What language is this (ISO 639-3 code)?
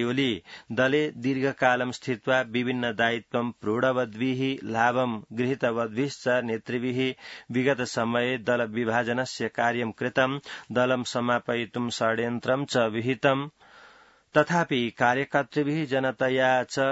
san